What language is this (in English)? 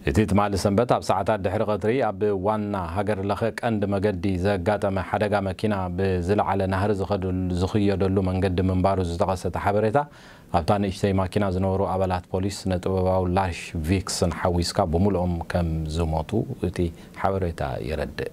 Tigrinya